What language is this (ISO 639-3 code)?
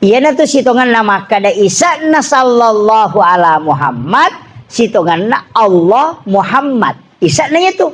bug